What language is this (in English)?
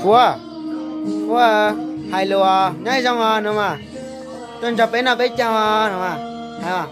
Hmong